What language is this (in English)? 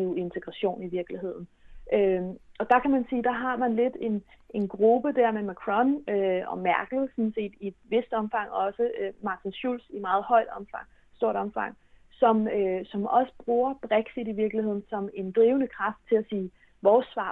Danish